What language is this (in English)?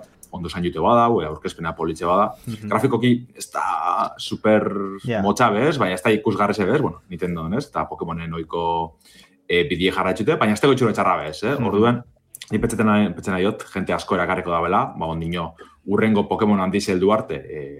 Basque